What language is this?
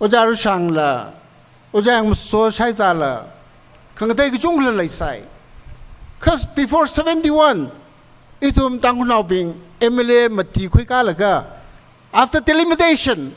Tangkhul Naga (India)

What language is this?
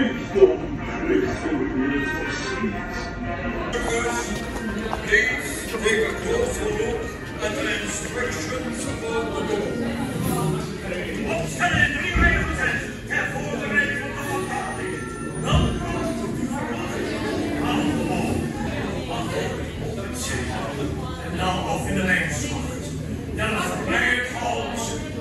Dutch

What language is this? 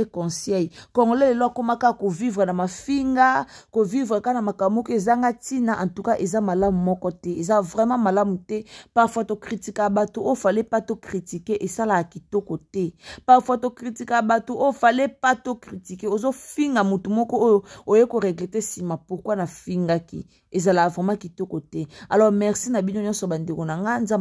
Lingala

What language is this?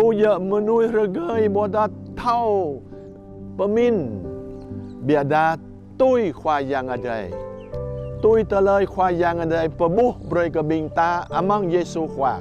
Jarai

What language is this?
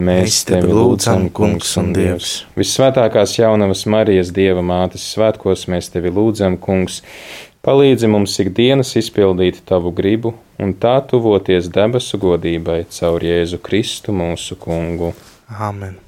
Latvian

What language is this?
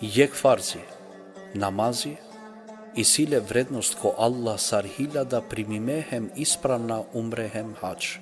Balkan Romani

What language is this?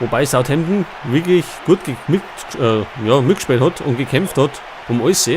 Bavarian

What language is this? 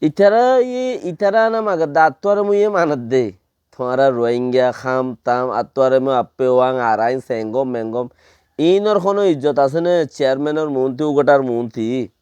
Rohingya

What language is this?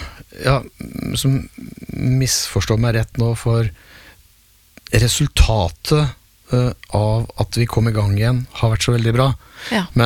Norwegian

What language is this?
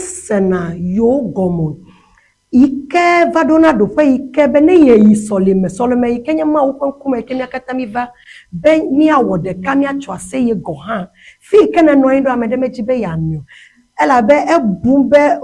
Ewe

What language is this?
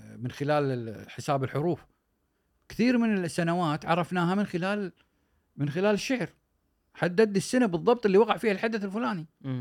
Gulf Arabic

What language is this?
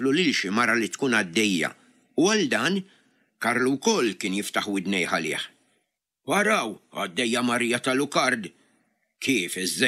Maltese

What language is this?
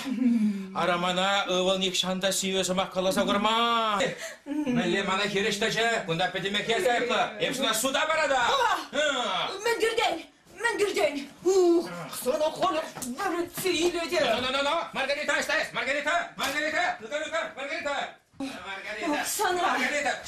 Chuvash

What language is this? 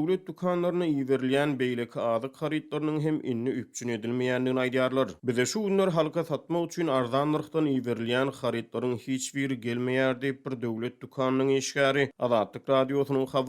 Turkmen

